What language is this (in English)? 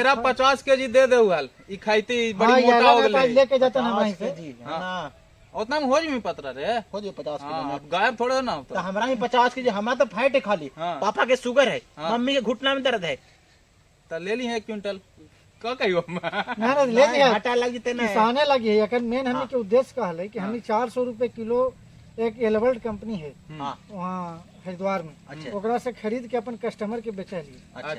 Magahi